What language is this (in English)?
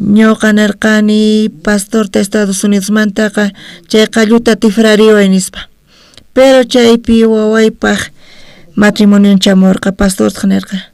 South Bolivian Quechua